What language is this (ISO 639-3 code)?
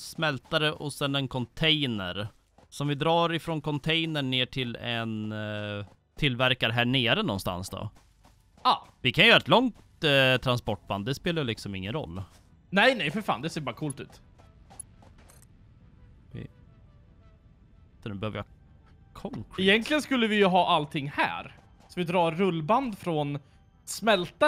swe